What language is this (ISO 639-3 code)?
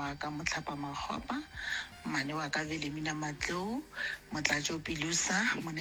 nso